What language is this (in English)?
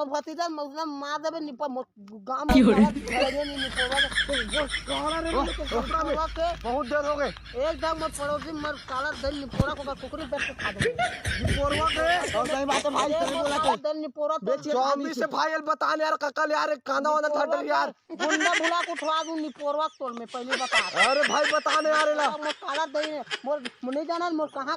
Chhattisgarhi